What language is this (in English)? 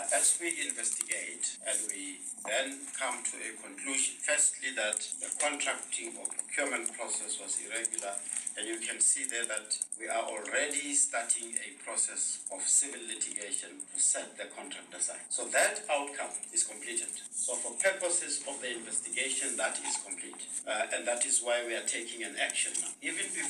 English